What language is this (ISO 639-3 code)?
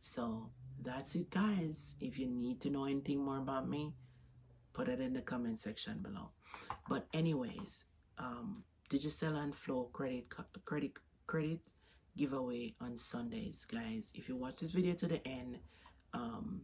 jam